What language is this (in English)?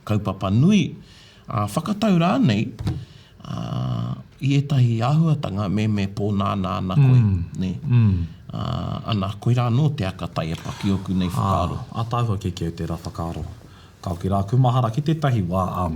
Māori